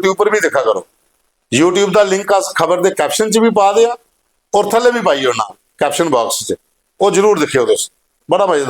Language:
Dogri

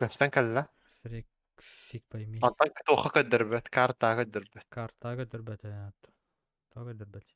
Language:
Yakut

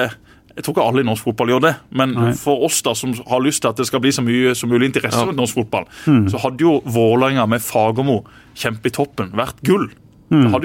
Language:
Norwegian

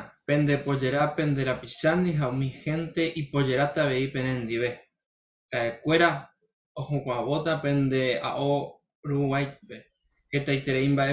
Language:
Guarani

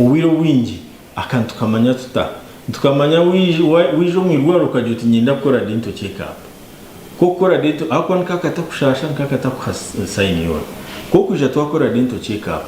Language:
Nyankole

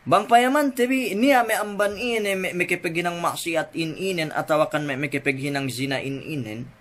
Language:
Yakan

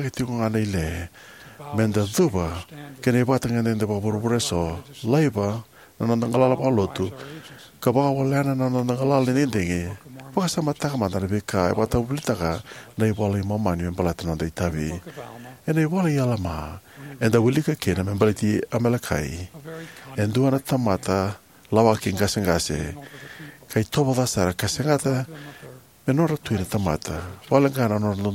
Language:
Fijian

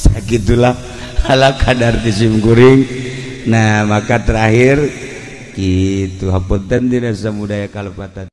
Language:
Sundanese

